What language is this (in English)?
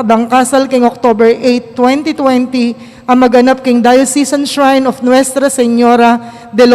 Pampanga